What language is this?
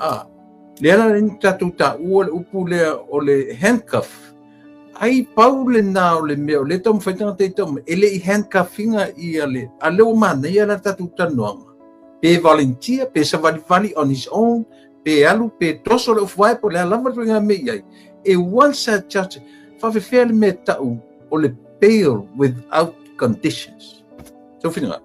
Samoan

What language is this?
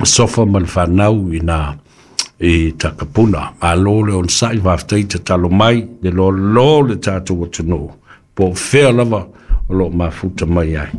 Samoan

